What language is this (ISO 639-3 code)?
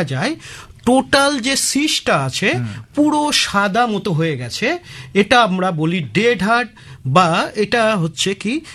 ben